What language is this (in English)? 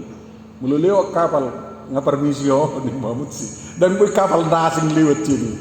Batak Toba